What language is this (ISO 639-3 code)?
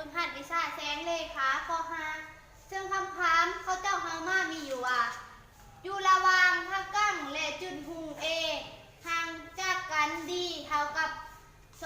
lao